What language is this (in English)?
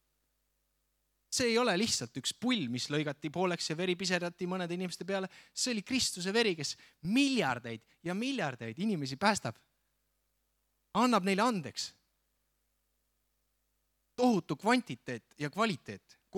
Estonian